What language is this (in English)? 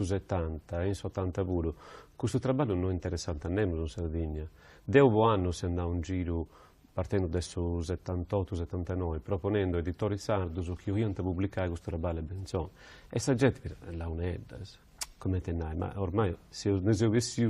Sardinian